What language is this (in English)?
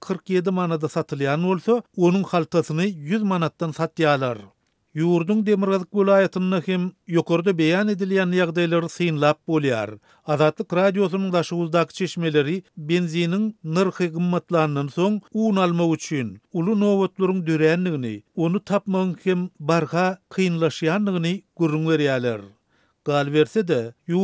Turkmen